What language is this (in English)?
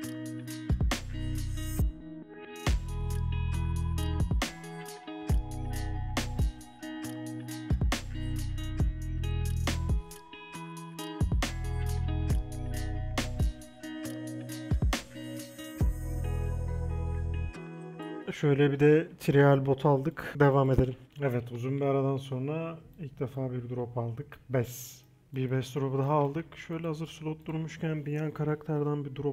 Turkish